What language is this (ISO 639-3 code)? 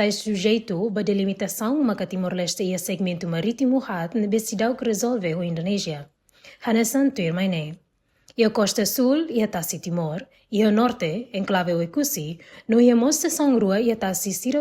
tet